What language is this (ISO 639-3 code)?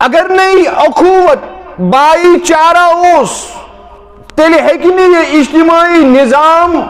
kas